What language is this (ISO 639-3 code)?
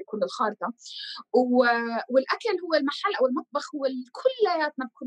apc